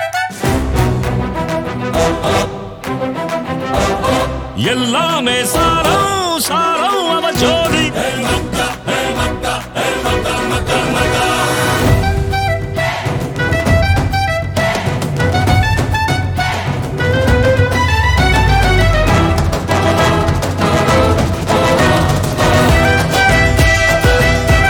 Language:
Tamil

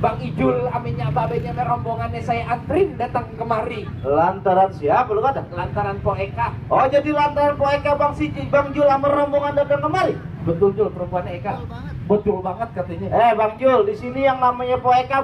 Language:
Betawi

